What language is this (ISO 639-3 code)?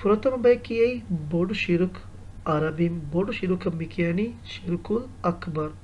div